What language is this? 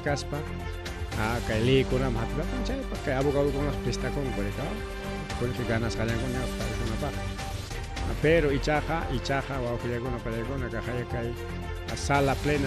Ayacucho Quechua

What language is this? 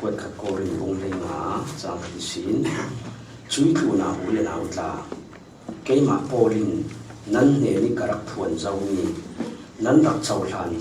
Falam Chin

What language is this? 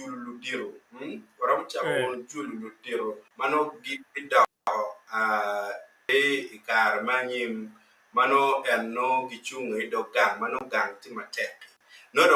Acoli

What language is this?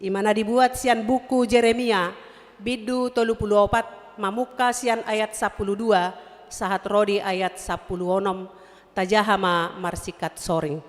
Batak Toba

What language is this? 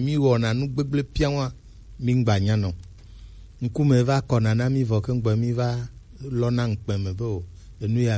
Gen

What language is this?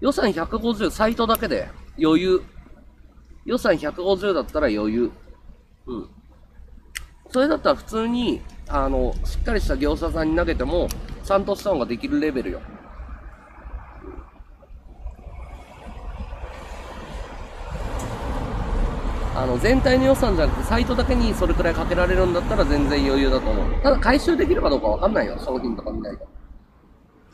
Japanese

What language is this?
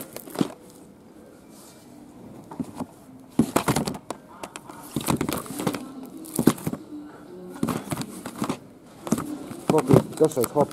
Finnish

